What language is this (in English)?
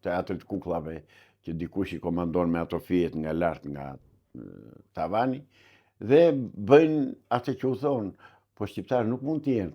Albanian